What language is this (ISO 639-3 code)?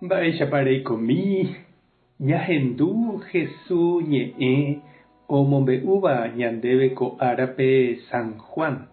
grn